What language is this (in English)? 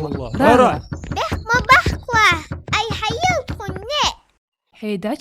Ingush